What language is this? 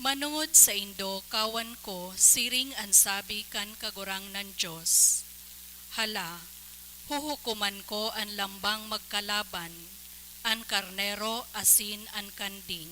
Bikol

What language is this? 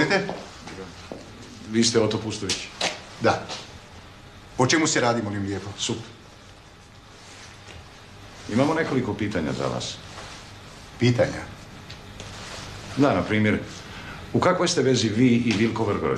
Croatian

